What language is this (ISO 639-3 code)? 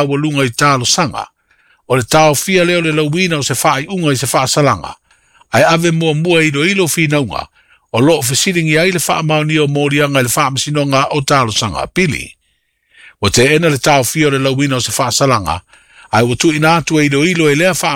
smo